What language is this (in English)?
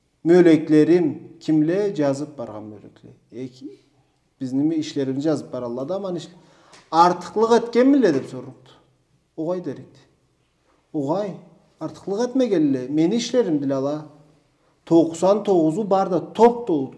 Karachay-Balkar